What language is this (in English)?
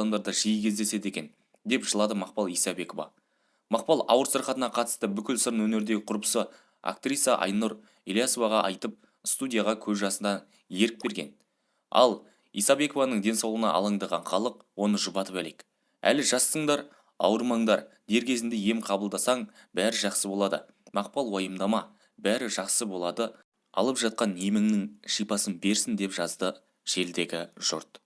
Kazakh